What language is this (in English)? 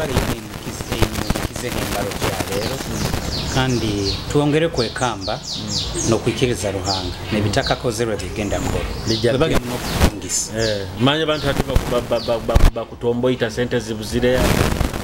Nyoro